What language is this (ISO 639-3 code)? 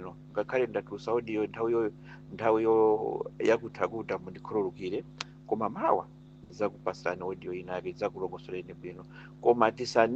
nya